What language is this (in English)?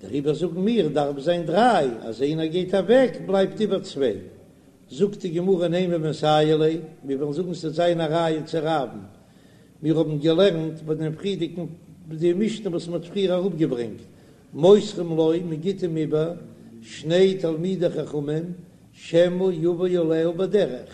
Yiddish